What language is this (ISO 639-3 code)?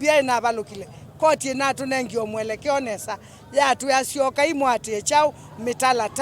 kam